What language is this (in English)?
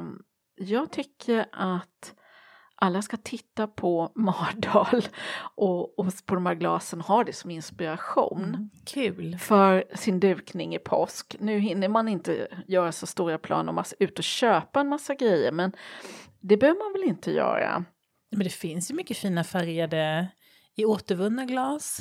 Swedish